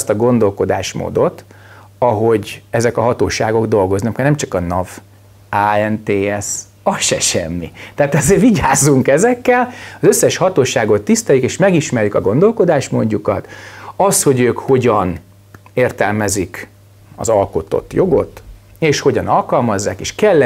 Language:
Hungarian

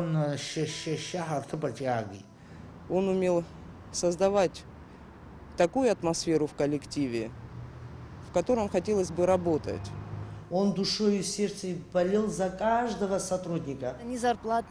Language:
Abkhazian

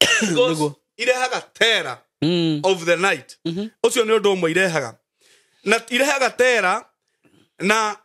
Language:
Kikuyu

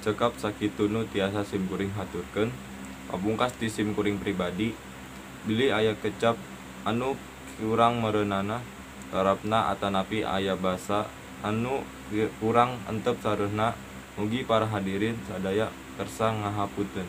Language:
Sundanese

